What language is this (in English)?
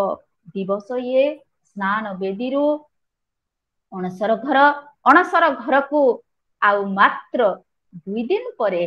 Odia